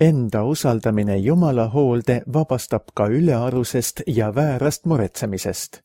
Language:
Estonian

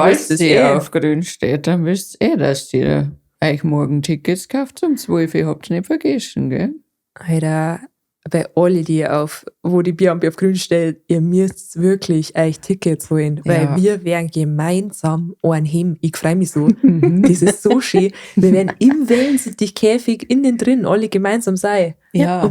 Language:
Bavarian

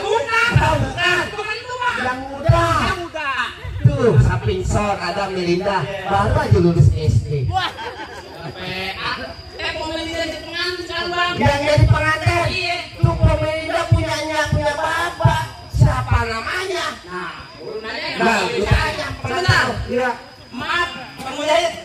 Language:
Betawi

